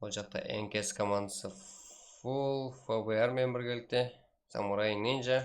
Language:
Kara-Kalpak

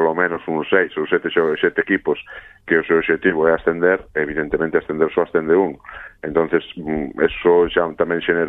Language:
Galician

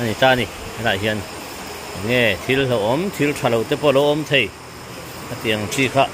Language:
Mizo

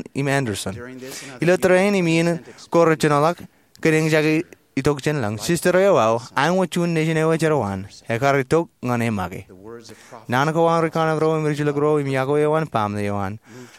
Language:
Marshallese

